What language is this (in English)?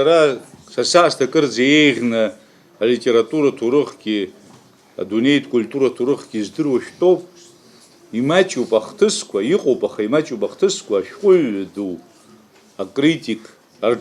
Abkhazian